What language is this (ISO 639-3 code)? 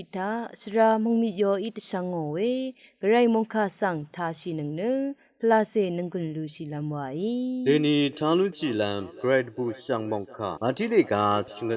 raw